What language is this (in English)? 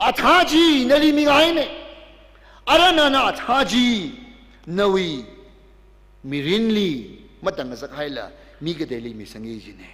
Tangkhul Naga (India)